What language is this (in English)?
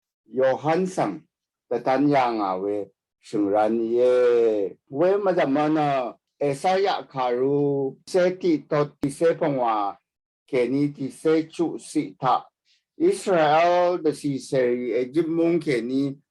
Rawang